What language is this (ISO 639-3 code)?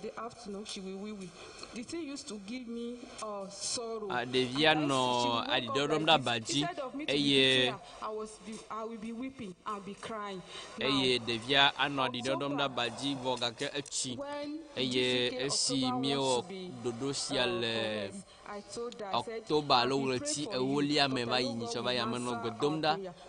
ewe